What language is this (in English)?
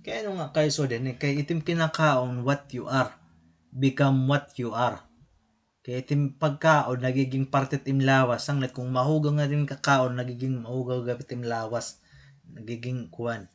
Waray